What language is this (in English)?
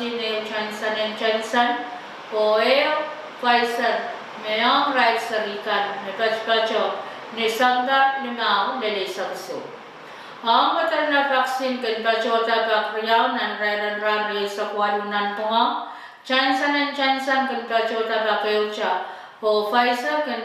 Pohnpeian